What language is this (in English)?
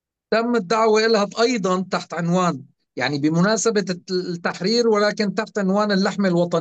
North Levantine Arabic